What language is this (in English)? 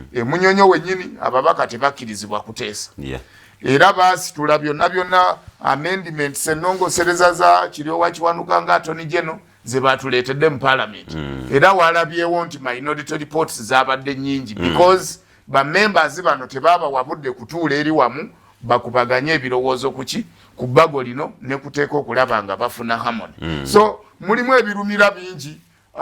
Ganda